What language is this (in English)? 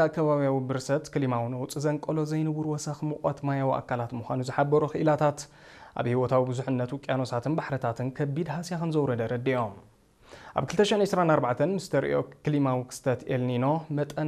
Tigrinya